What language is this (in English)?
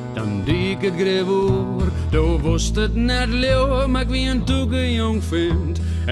Western Frisian